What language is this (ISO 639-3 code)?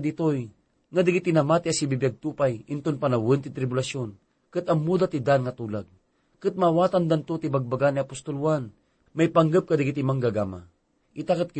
ilo